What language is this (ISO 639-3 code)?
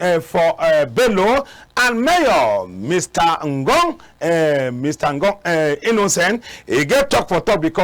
wes